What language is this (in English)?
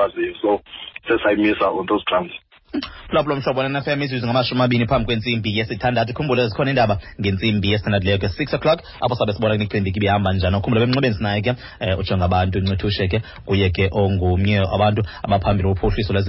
Xhosa